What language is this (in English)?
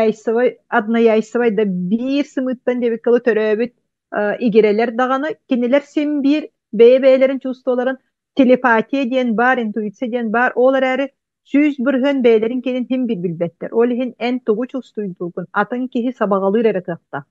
Yakut